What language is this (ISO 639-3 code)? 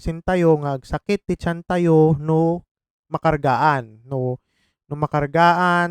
ilo